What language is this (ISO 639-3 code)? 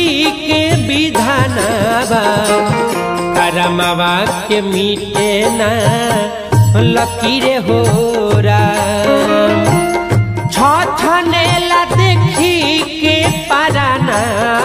bho